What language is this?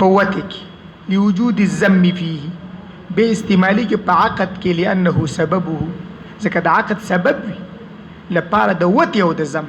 Pashto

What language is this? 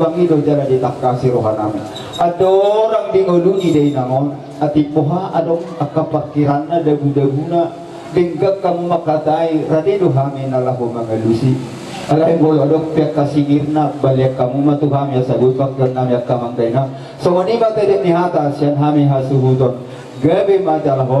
Batak Toba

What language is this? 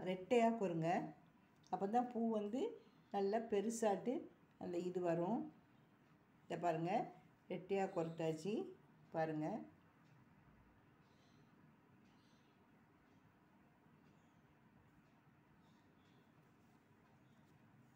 Tamil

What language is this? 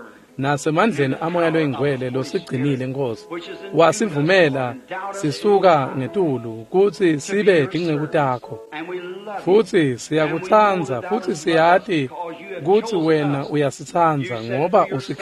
Swati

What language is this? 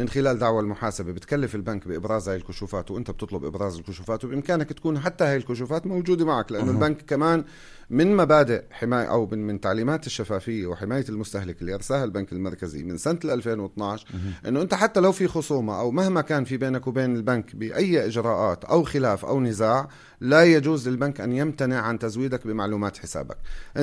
North Levantine Arabic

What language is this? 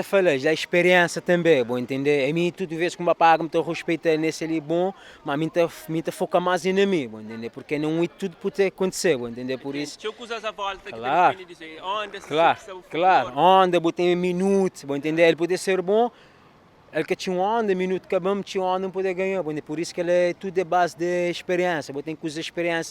Kabuverdianu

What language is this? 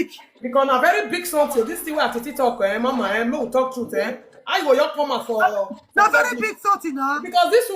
Nigerian Pidgin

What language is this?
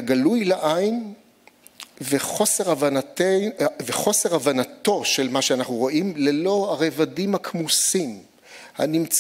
Hebrew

